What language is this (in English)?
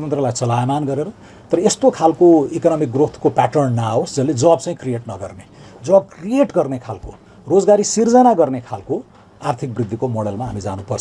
Nepali